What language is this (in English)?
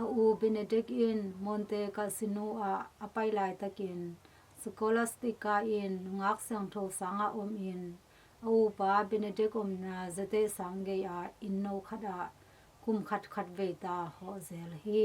Tedim Chin